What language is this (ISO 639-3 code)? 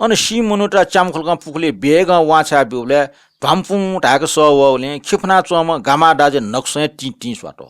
new